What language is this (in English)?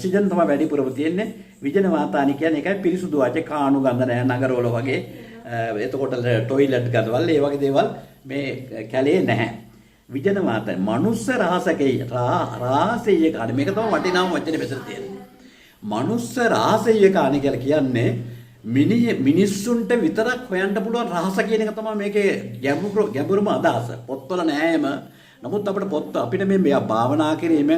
Sinhala